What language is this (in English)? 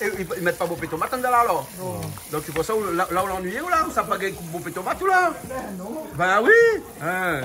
Réunion Creole French